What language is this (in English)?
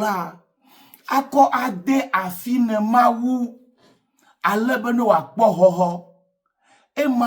Ewe